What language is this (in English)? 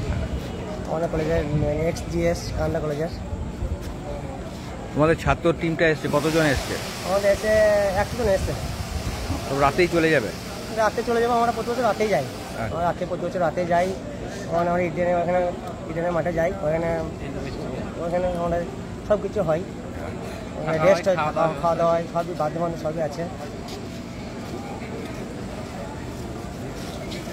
Bangla